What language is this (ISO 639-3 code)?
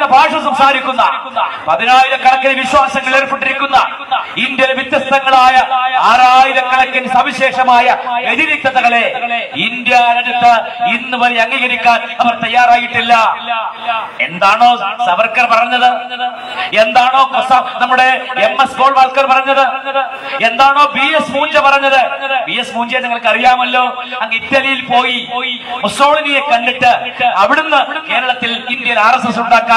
mal